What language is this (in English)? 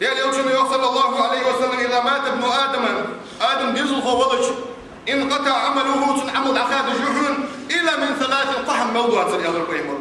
Ingush